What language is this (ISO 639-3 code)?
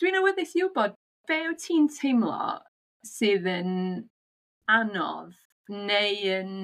cym